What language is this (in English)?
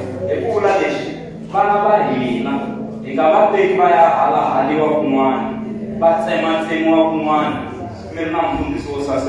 Tsonga